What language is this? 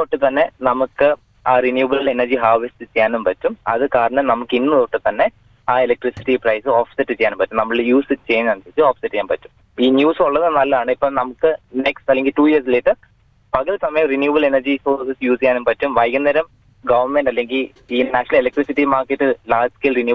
Malayalam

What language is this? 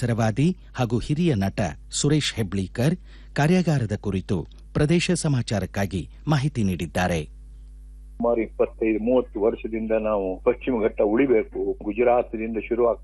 Kannada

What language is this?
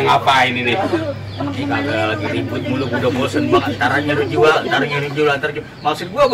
Betawi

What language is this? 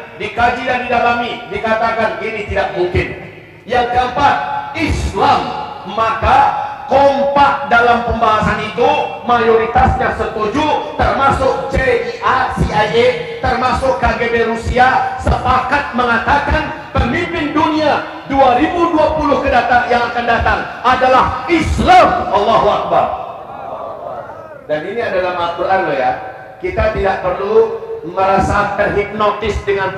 Indonesian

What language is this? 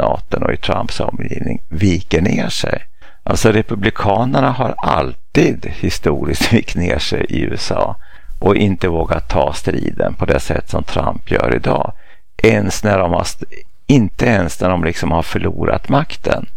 Swedish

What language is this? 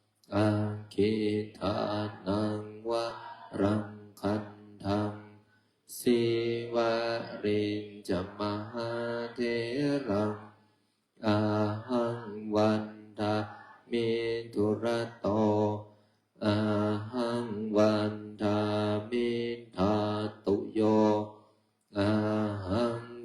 Pali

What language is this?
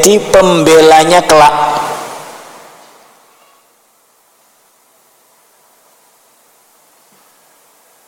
Indonesian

